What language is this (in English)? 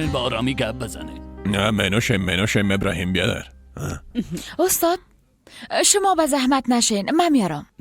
Persian